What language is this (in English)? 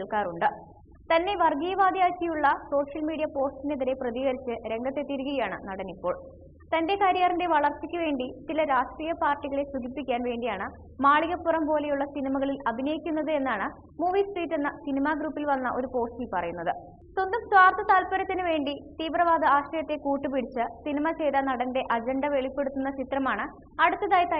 Malayalam